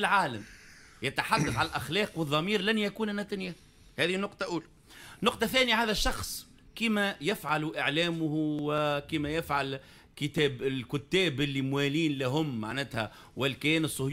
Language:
Tunisian Arabic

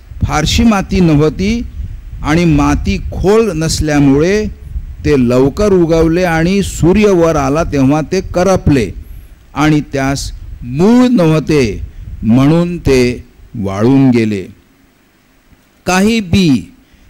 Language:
Marathi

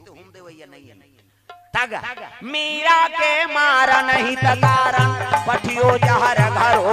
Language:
Chhattisgarhi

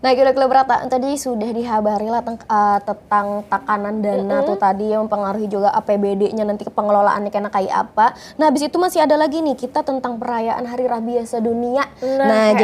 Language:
Banjar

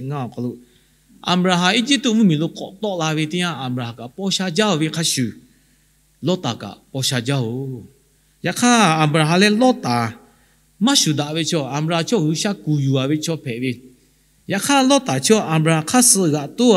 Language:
Lahu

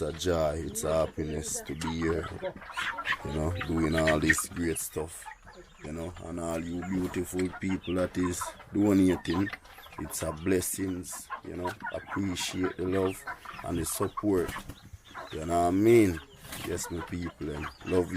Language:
Jamaican Creole English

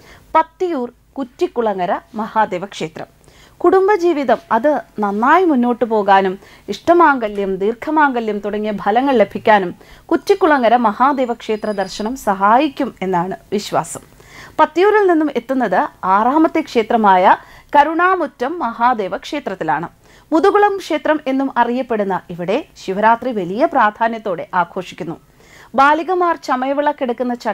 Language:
Malayalam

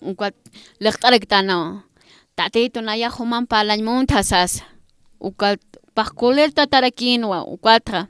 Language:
Aymara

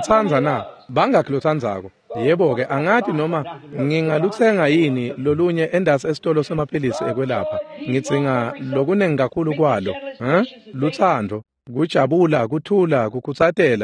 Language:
Swati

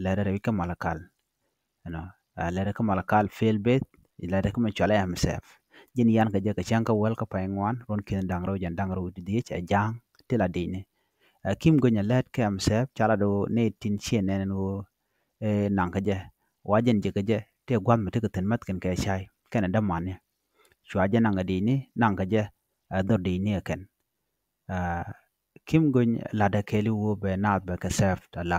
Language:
Nuer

